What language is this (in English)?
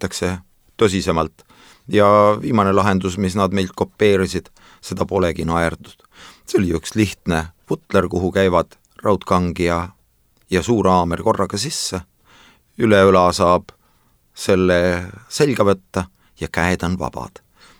Estonian